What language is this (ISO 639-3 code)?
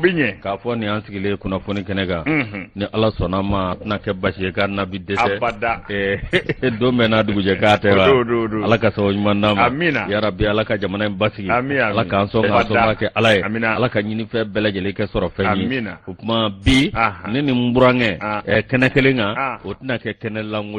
bam